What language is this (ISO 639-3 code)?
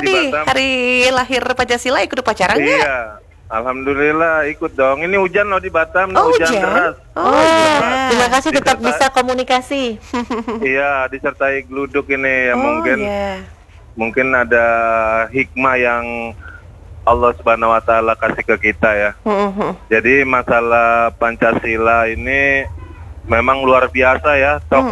ind